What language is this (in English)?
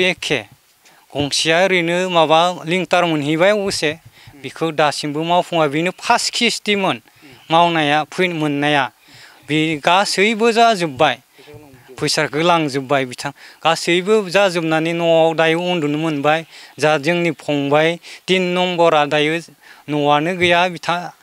Bodo